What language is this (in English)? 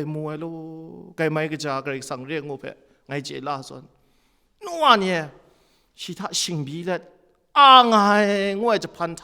Kachin